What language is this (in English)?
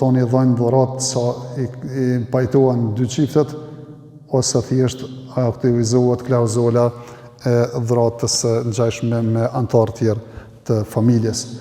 Albanian